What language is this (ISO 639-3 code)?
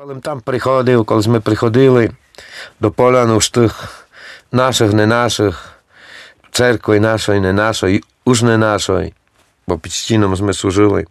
rue